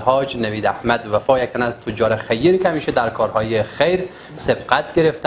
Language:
Persian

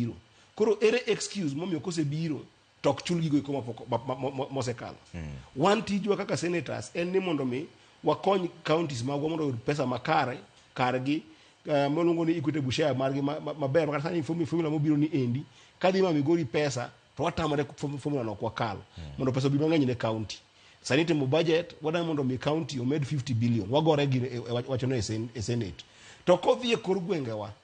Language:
Luo (Kenya and Tanzania)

